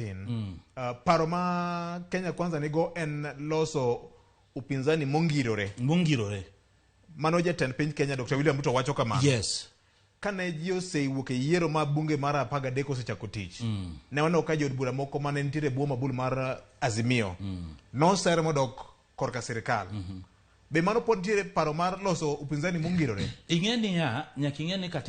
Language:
Luo (Kenya and Tanzania)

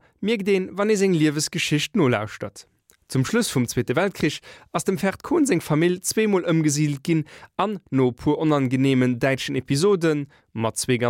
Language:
Luxembourgish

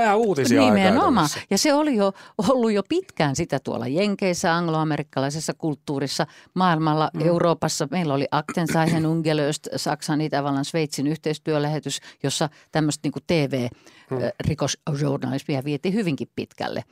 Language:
Finnish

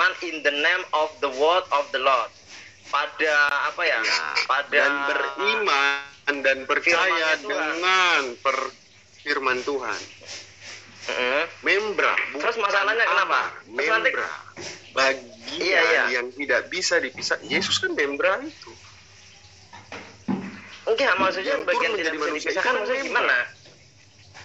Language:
Indonesian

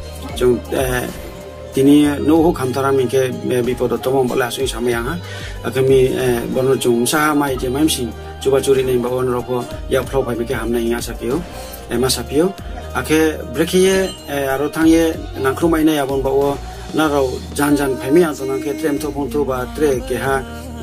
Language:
Riang (India)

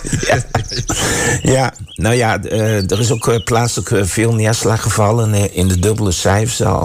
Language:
Dutch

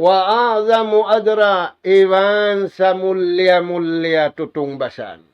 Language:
Tausug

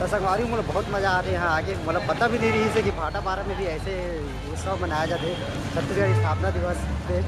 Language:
Chhattisgarhi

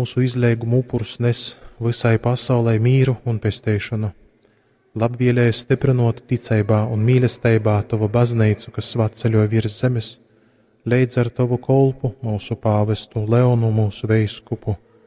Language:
Latgalian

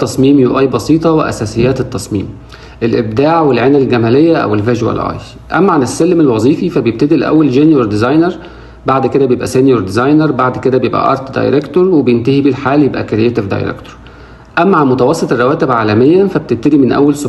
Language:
Egyptian Arabic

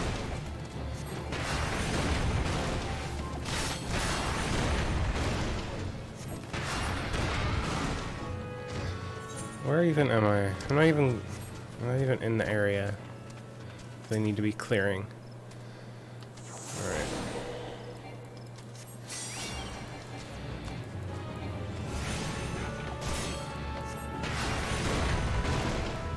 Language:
English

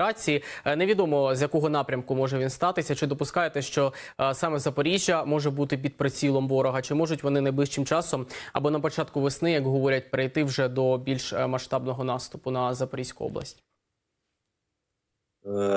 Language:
Ukrainian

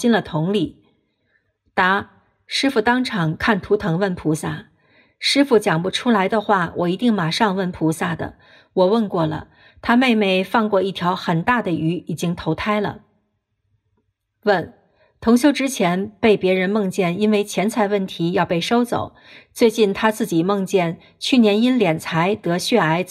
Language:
Chinese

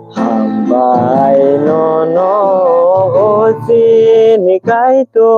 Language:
Kok Borok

